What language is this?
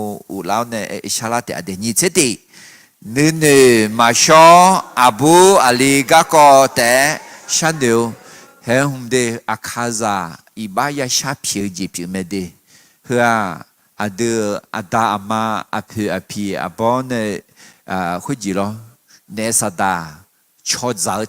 Akha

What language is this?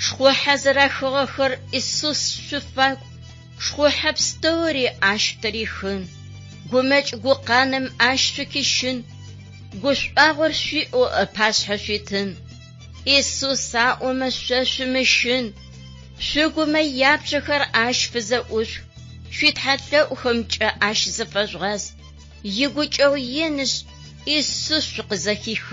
Adyghe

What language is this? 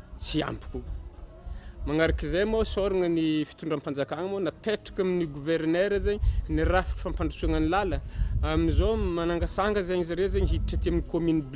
Malagasy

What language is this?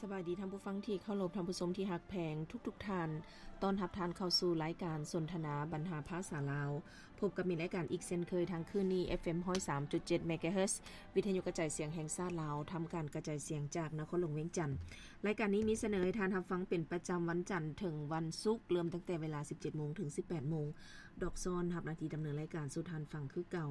Lao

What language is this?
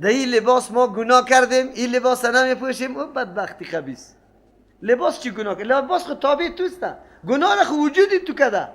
Persian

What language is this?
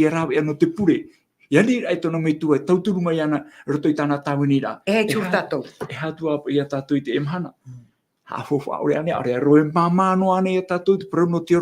Tahitian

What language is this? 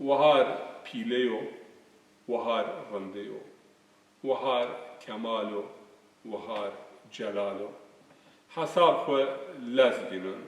Zaza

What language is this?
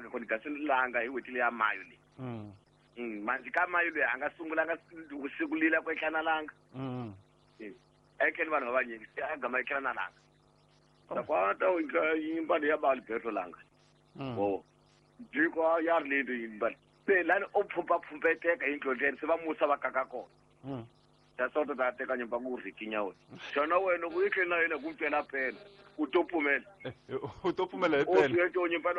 Tsonga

